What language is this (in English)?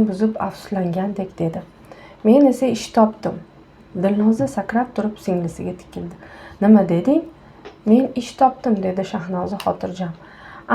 Uzbek